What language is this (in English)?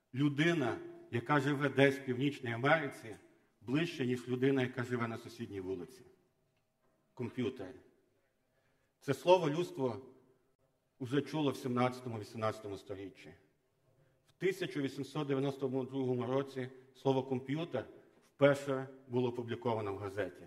Ukrainian